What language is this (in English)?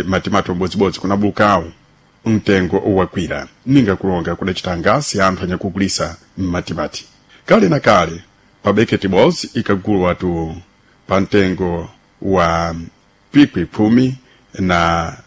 Sena